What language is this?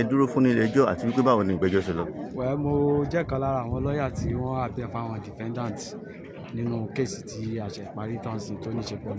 Yoruba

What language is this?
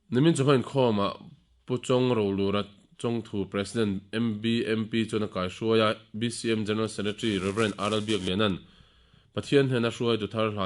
Mizo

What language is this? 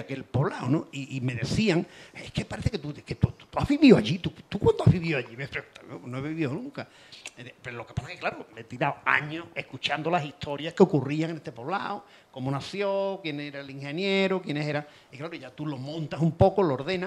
Spanish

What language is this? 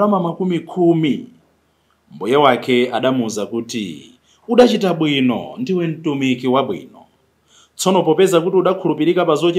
Nyanja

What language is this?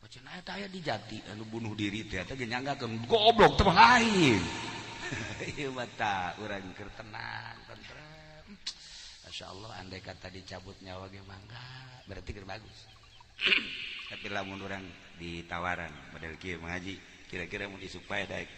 Sundanese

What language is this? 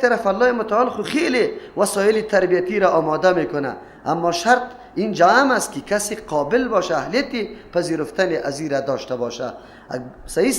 Persian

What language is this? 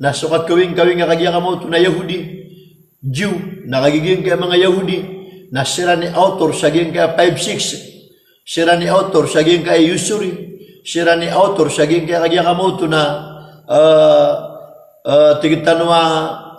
Maranao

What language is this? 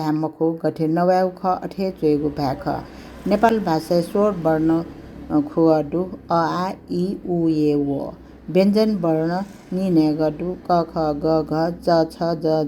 Newari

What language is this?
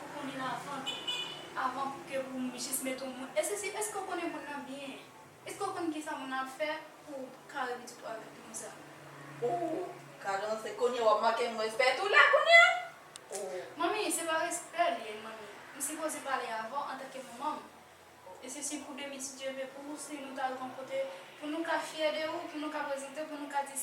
Haitian Creole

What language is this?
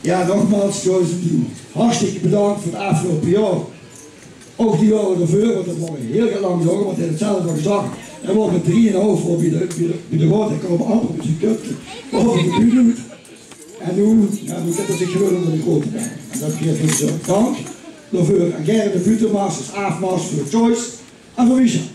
Limburgish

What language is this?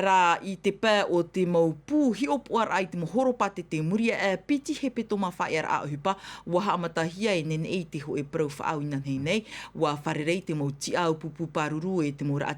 Tahitian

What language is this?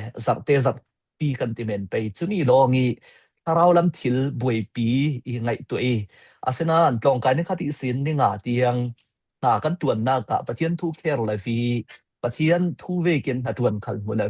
Falam Chin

